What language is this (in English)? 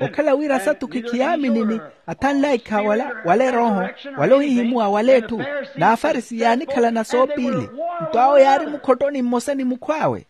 Makhuwa